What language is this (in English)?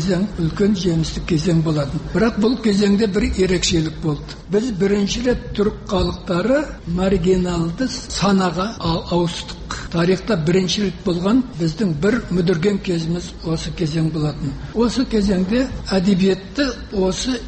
Kazakh